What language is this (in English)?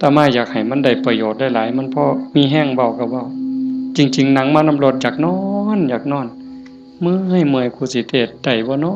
Northeastern Thai